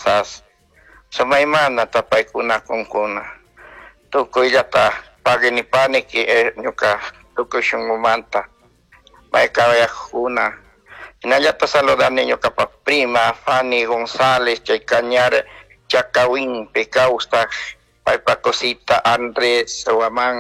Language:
Chimborazo Highland Quichua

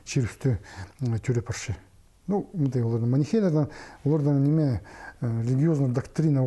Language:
Khakas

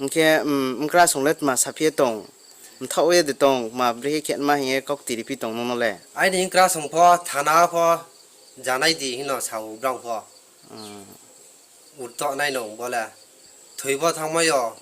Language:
Riang (India)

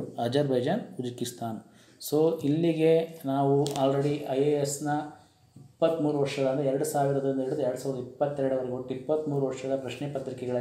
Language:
Kannada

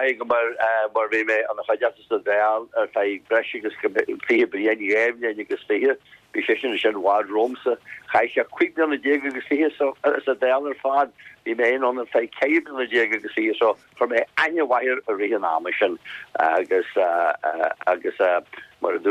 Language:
Irish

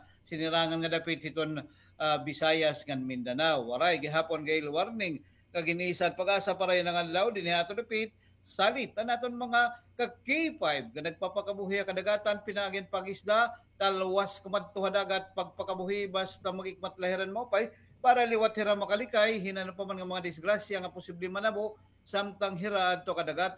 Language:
Waray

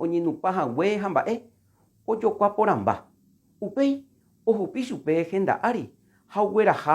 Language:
Guarani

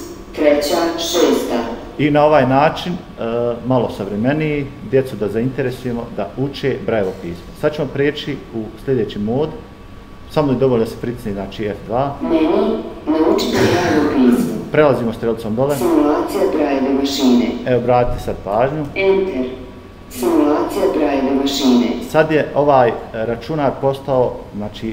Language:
Bosnian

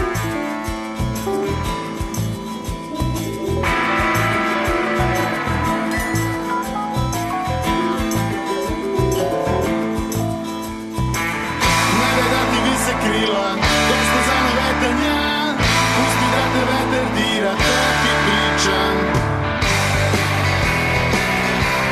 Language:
Serbian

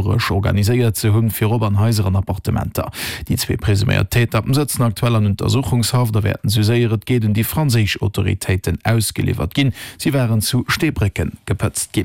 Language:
Luxembourgish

